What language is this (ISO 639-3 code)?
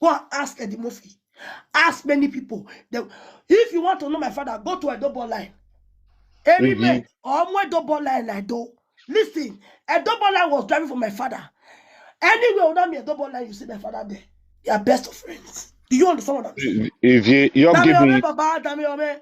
pcm